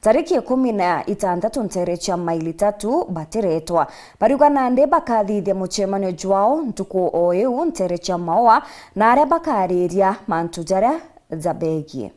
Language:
Meru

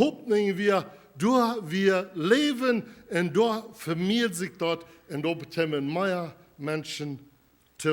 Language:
Plautdietsch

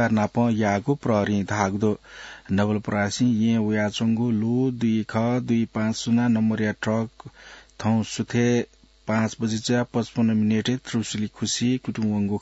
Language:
Newari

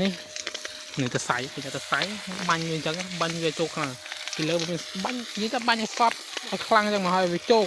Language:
Khmer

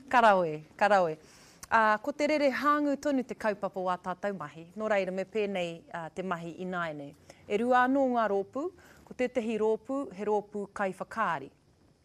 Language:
Māori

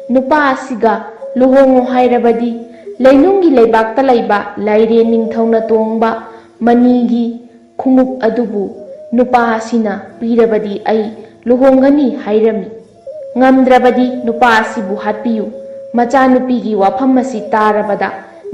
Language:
Manipuri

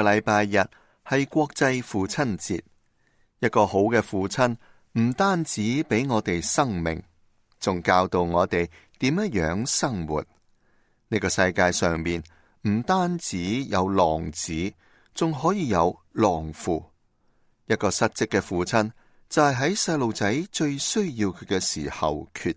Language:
Cantonese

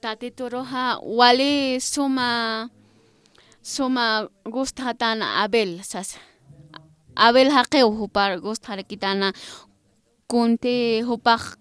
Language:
Aymara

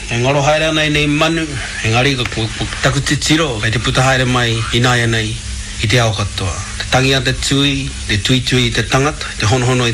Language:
Māori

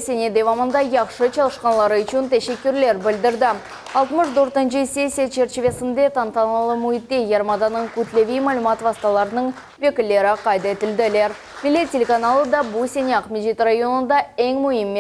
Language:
Crimean Tatar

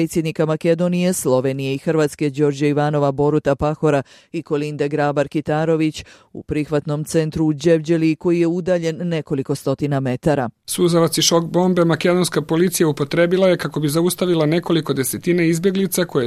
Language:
Bosnian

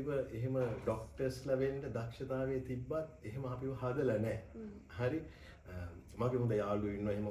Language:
Sinhala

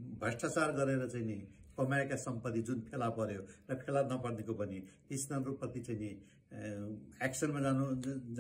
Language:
Nepali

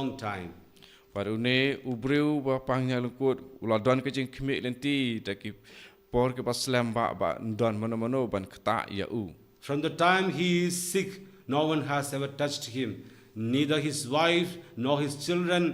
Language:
Khasi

